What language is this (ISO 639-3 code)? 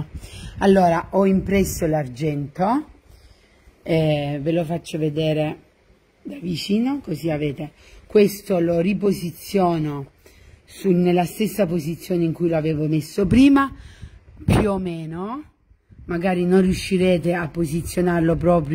ita